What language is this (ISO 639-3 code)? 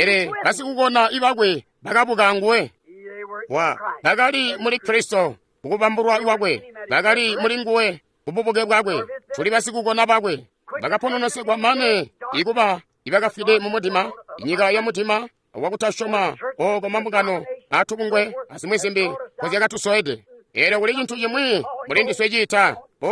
toi